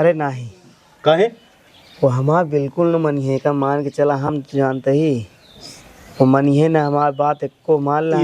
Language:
Awadhi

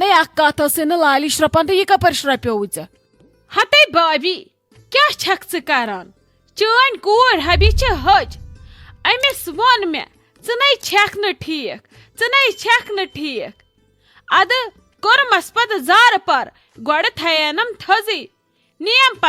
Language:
Kashmiri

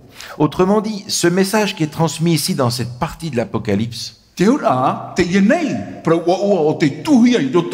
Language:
Tahitian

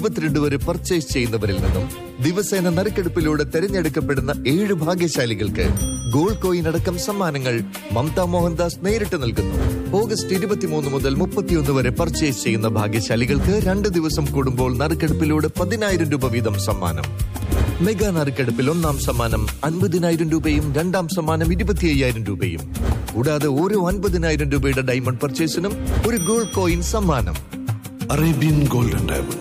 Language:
Malayalam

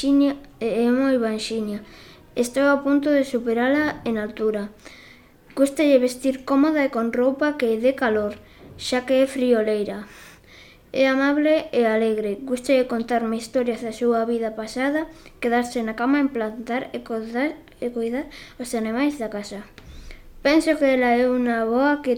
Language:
Galician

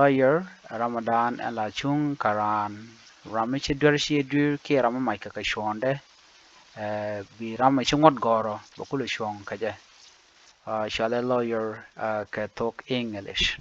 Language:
Nuer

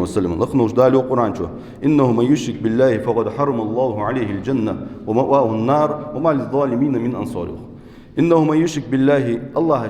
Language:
Ingush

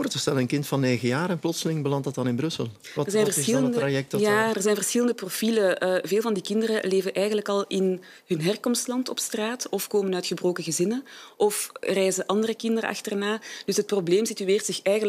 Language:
Dutch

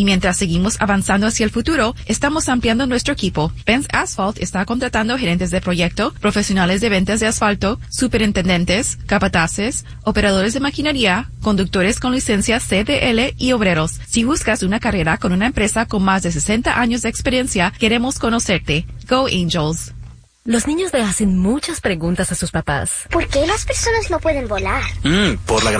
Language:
Spanish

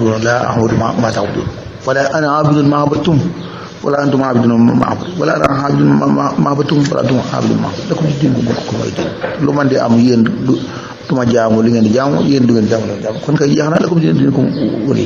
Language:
Wolof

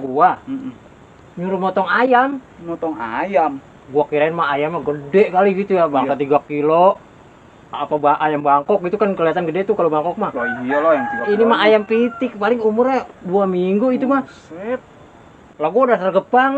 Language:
Betawi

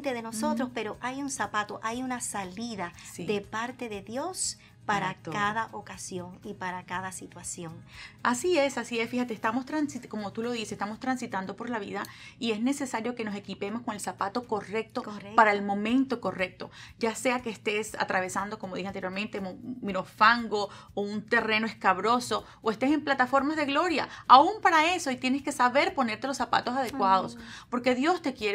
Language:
Spanish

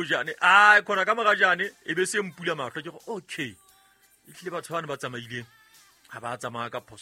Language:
Southern Sotho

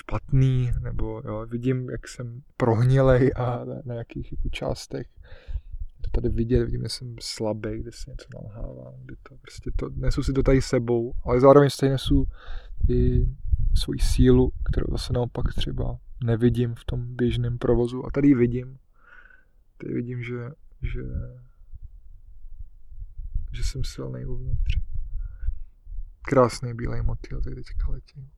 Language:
Czech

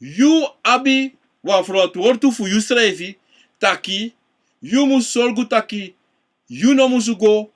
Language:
Sranan Tongo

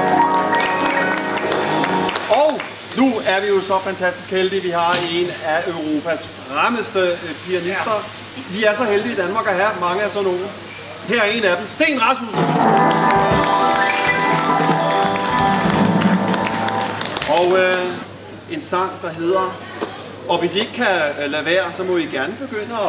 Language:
Danish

